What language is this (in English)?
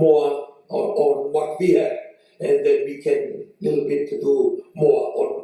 Fijian